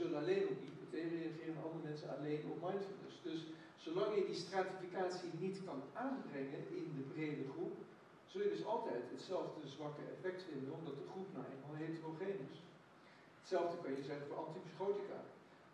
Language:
Dutch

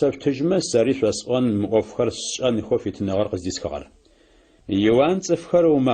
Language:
Adyghe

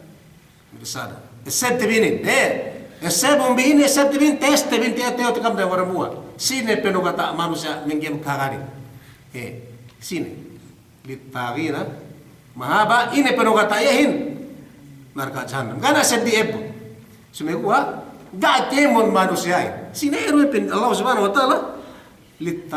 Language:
Yakan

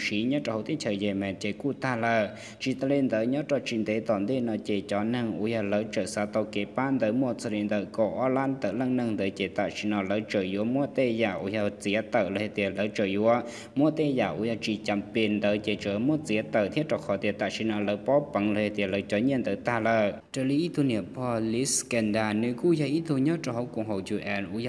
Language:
Hmong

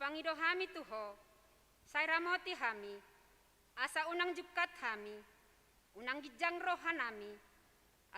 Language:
Batak Toba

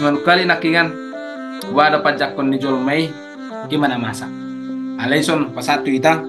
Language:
Batak Toba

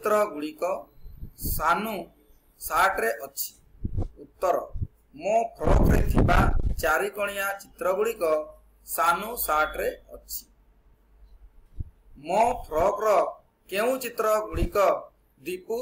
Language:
Odia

